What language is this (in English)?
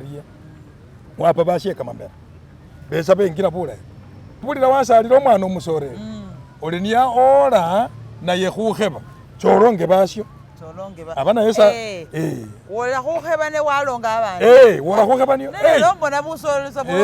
Masaaba